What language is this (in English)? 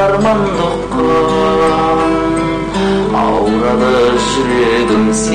Kazakh